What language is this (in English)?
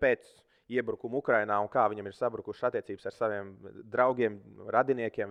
Latvian